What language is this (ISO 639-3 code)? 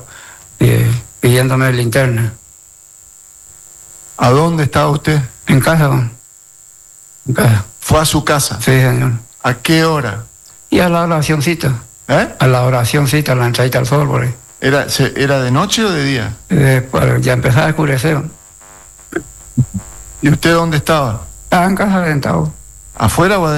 spa